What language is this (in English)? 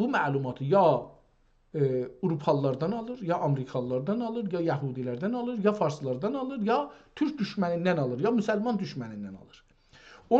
South Azerbaijani